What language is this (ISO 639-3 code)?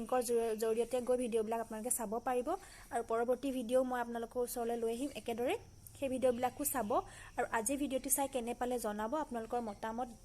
asm